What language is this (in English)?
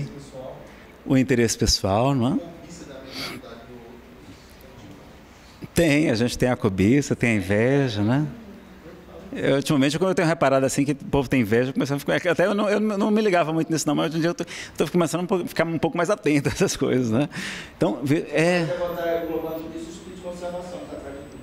Portuguese